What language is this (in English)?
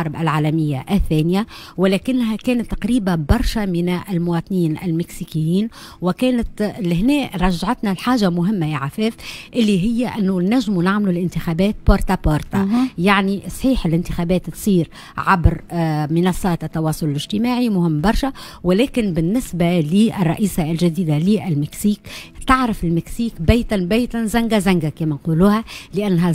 Tunisian Arabic